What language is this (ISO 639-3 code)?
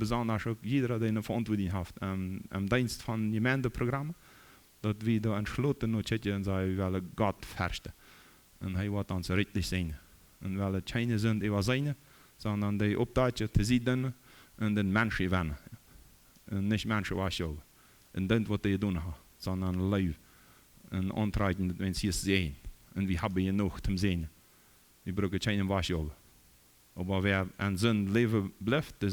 pdt